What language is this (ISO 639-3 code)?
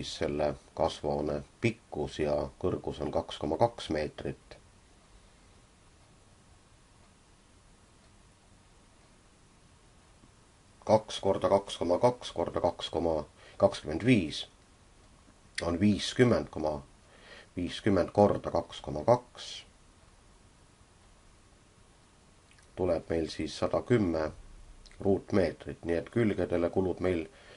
est